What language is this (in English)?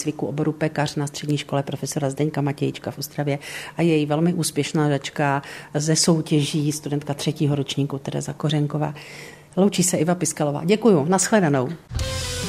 Czech